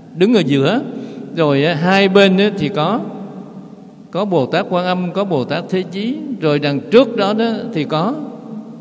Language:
Vietnamese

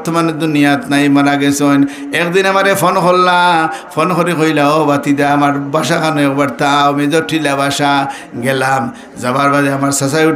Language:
Sylheti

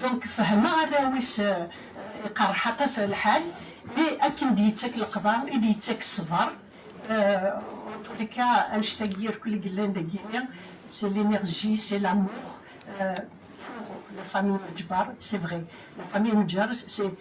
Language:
Kabyle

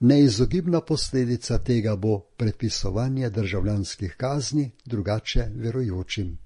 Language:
Slovenian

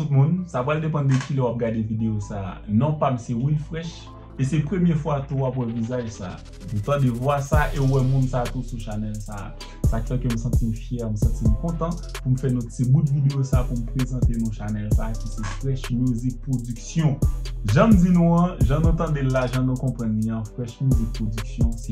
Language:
Haitian Creole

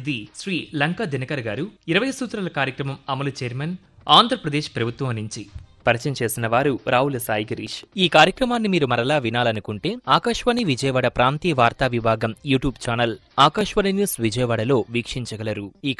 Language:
Telugu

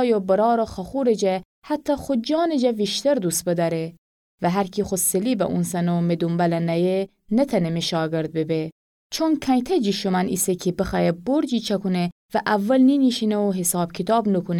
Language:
Gilaki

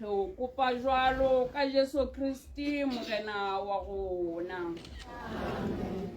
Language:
Southern Sotho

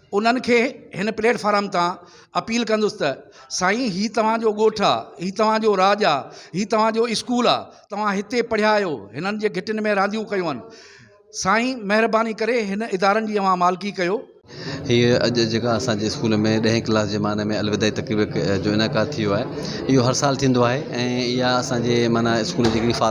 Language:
Sindhi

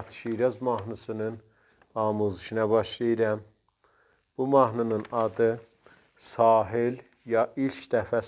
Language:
South Azerbaijani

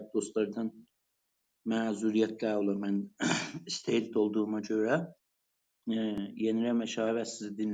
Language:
South Azerbaijani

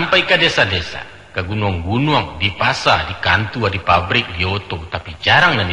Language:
Minangkabau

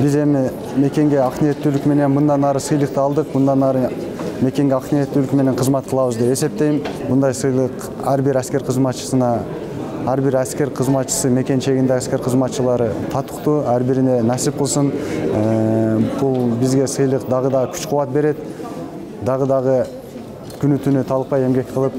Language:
Kyrgyz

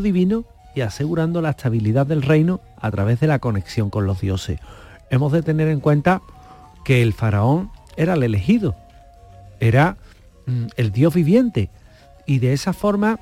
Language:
Spanish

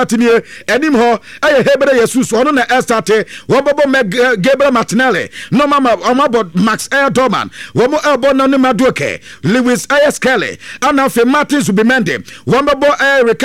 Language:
Akan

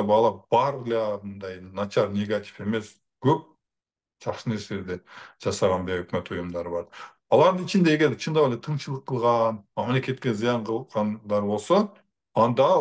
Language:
Kyrgyz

